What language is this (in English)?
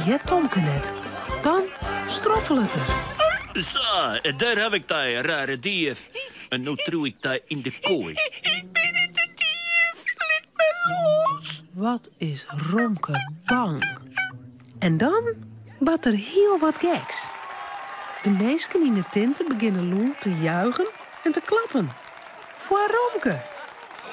Western Frisian